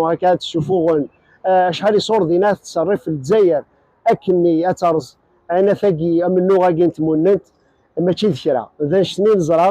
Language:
Kabyle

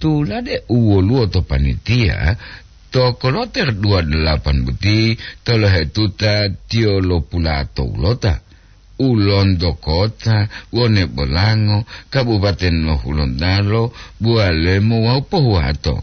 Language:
Gorontalo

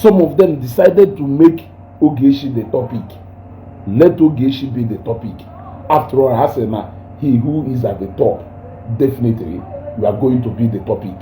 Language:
Igbo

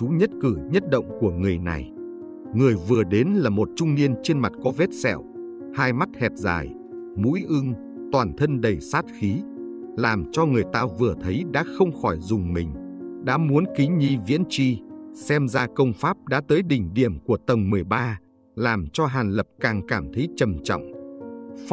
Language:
Vietnamese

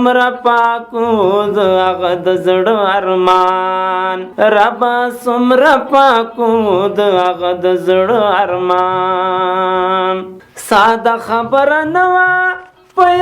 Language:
Pashto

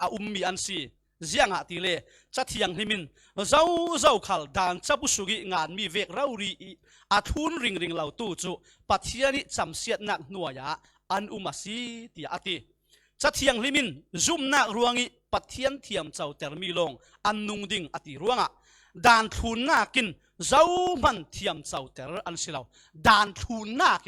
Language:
Falam Chin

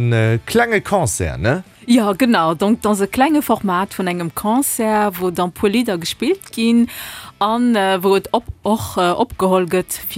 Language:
Luxembourgish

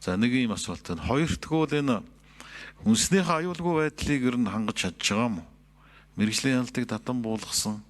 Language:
Mongolian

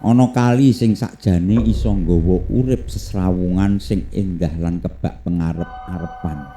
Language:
Javanese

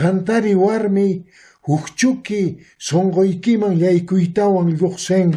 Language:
Quechua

